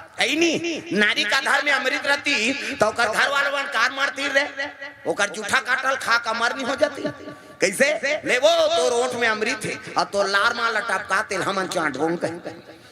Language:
Chhattisgarhi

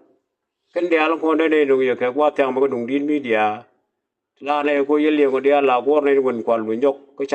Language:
Nuer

